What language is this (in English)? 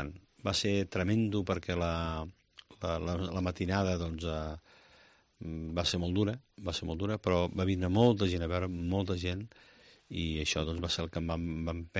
Catalan